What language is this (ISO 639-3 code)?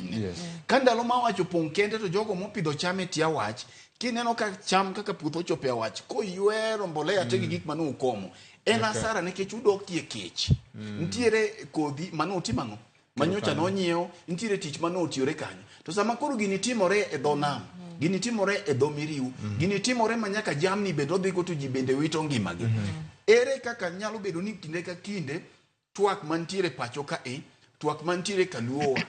luo